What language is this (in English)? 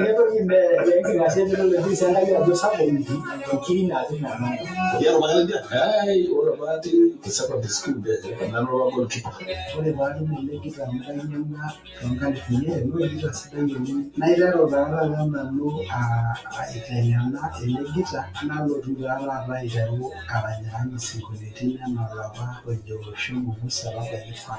Masai